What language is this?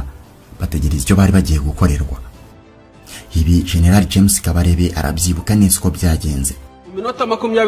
Kinyarwanda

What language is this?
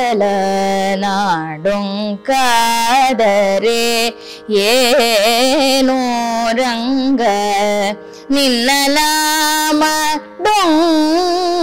Kannada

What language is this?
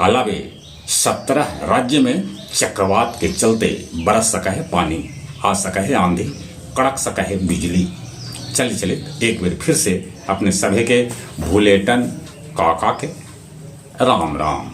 Magahi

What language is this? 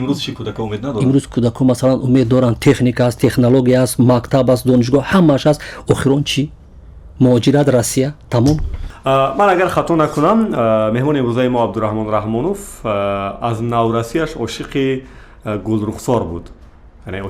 Tajik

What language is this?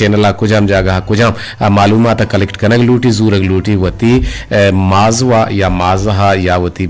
Eastern Balochi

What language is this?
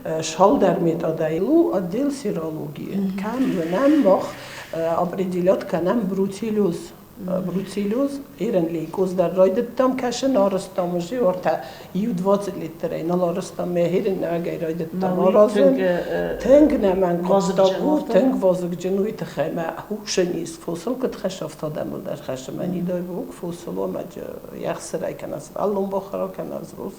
Ossetic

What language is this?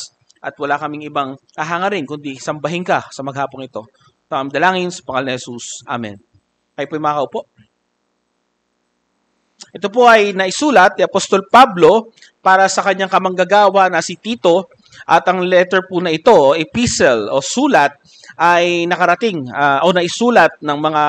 Filipino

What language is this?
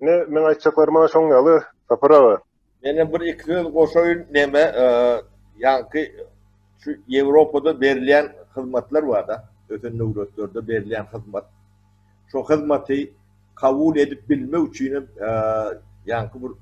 Turkmen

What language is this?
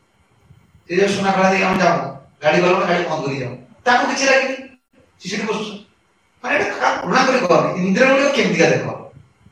Odia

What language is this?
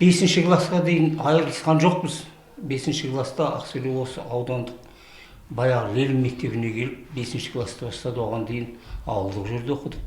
Kazakh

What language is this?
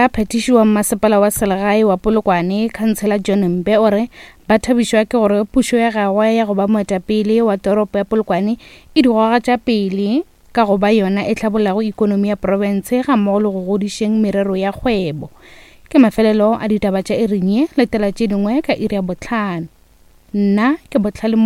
Northern Sotho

